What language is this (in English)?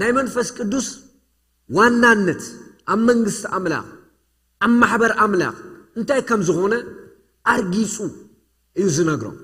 Tigrinya